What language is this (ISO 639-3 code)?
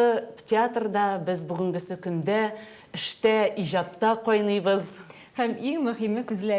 tat